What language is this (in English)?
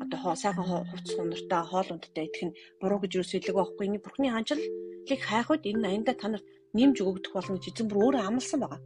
Mongolian